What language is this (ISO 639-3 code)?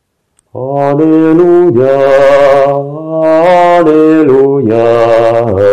fra